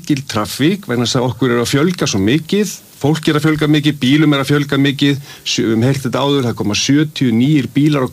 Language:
Icelandic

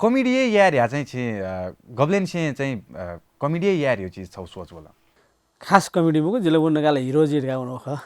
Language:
Newari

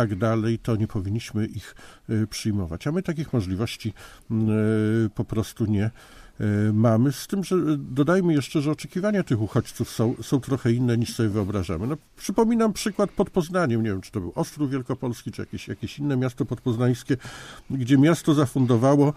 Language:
Polish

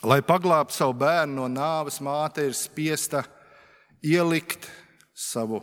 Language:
Latvian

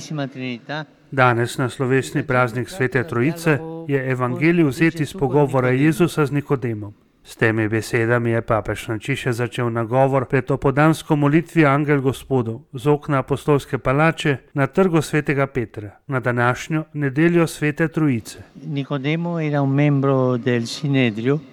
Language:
Slovenian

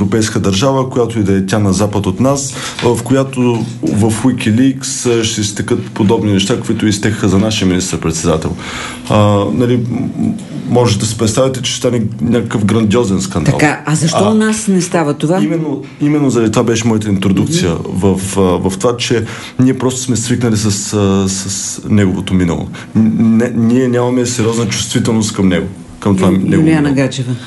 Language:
Bulgarian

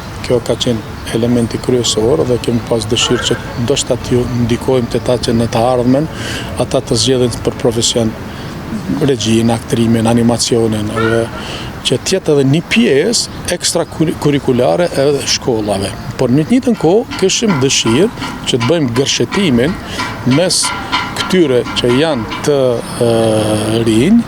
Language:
Albanian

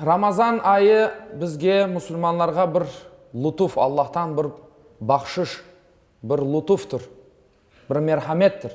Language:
Crimean Tatar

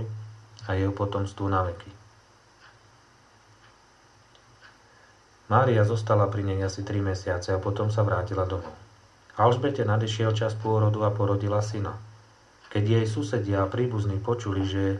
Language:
Slovak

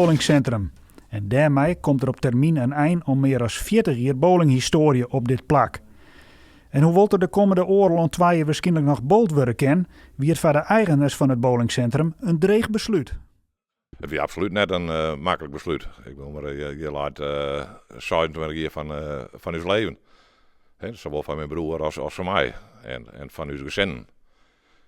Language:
Western Frisian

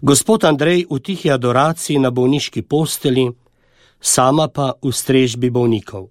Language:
Slovenian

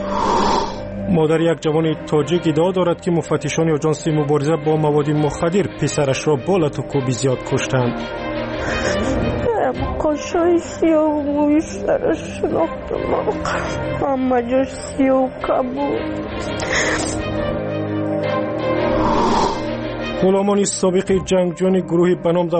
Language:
Persian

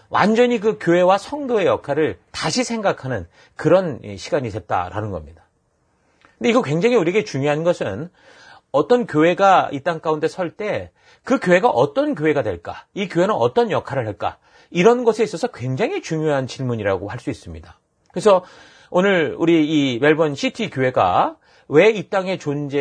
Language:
Korean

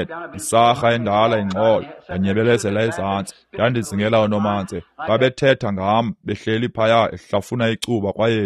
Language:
Xhosa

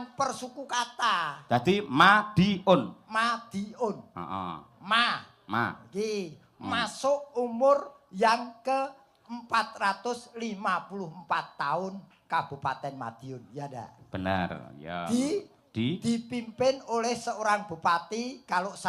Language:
Javanese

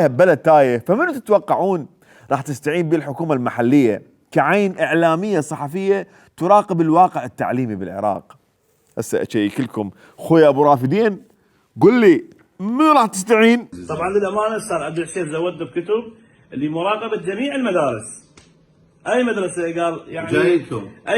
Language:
Mesopotamian Arabic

